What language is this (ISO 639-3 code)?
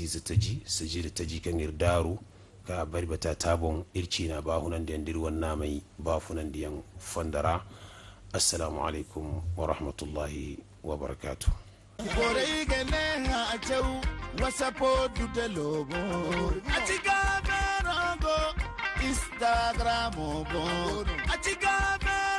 dje